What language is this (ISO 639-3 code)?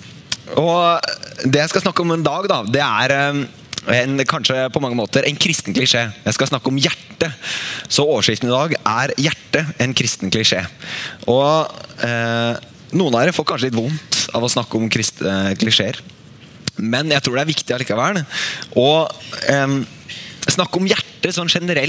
nor